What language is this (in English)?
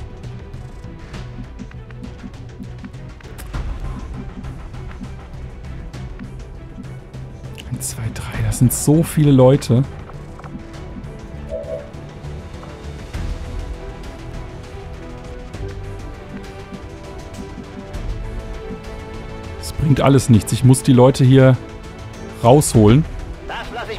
German